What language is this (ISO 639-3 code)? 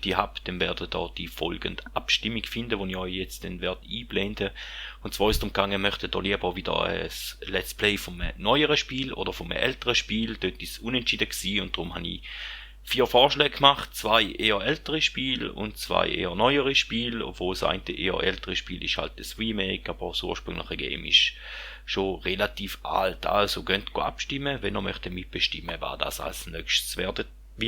gsw